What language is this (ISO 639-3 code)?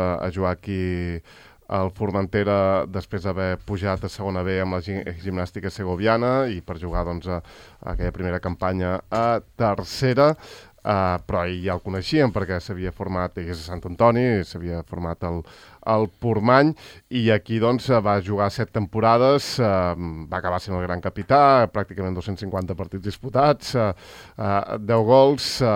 cat